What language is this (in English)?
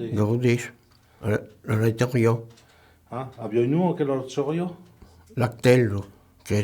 Occitan